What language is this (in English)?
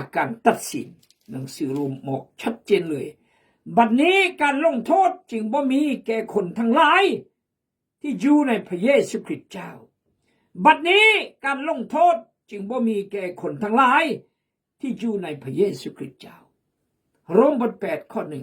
Khmu